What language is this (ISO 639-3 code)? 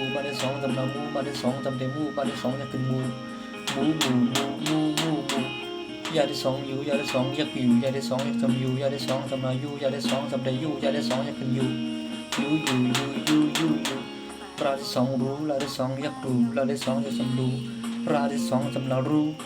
shn